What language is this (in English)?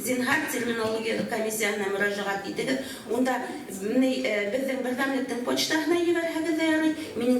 Bashkir